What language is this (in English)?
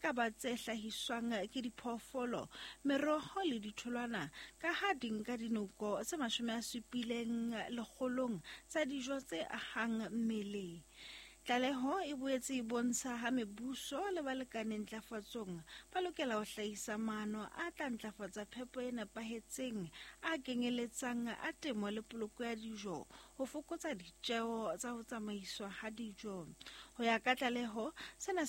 Southern Sotho